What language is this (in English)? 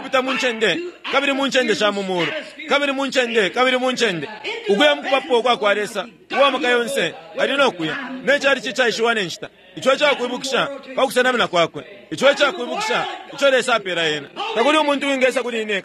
Bemba